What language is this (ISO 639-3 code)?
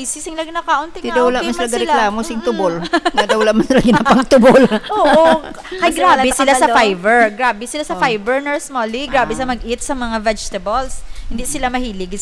hil